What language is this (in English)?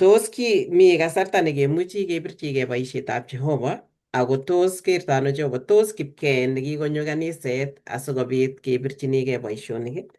Kalenjin